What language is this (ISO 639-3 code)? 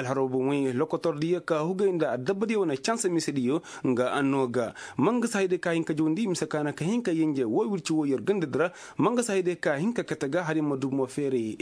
ses